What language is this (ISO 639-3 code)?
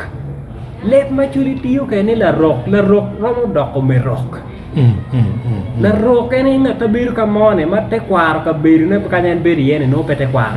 ach